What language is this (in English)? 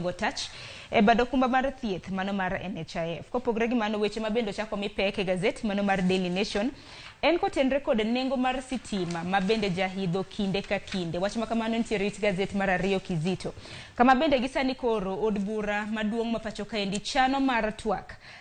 Luo (Kenya and Tanzania)